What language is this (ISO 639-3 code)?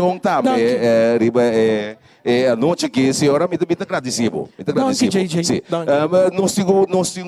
pap